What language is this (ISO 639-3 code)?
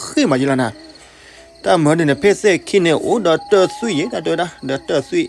ksw